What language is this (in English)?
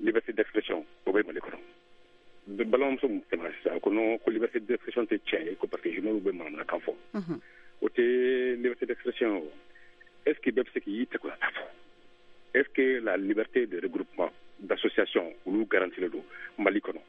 Bambara